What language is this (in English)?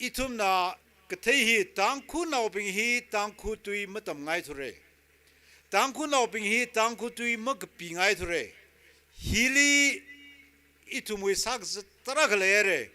Tangkhul Naga (India)